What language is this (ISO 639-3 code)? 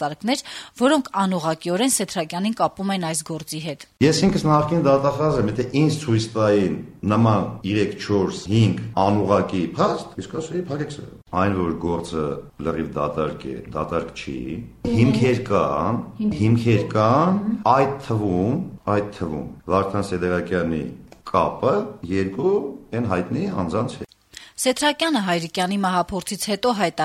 hye